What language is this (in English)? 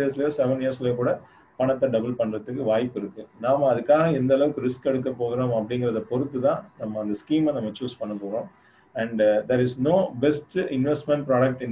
Tamil